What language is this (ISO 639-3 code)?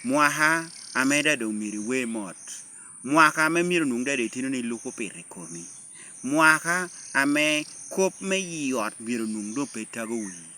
laj